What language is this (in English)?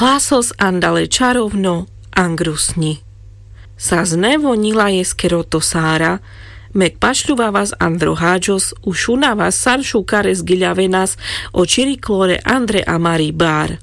Carpathian Romani